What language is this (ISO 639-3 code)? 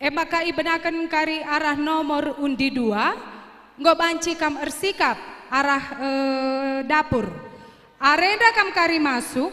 btx